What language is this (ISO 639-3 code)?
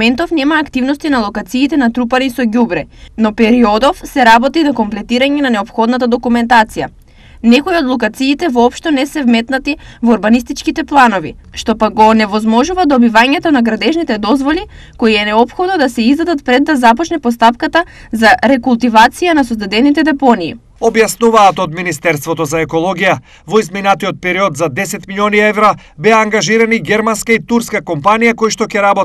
mkd